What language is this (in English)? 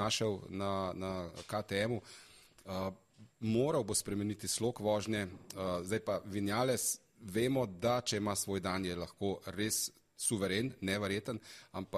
Slovenian